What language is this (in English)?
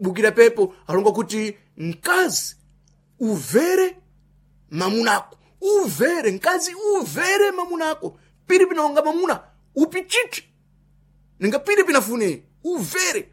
Sena